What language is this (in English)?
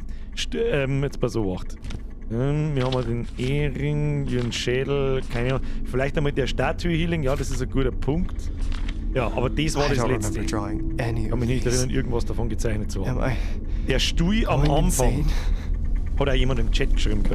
Bavarian